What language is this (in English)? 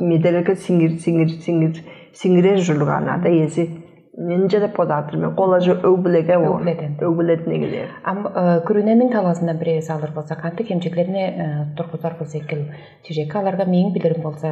Tuvinian